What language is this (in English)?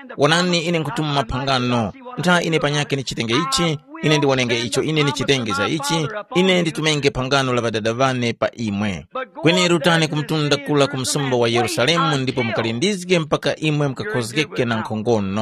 Tumbuka